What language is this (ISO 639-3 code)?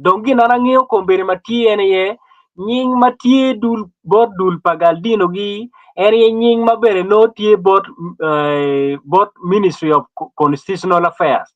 ach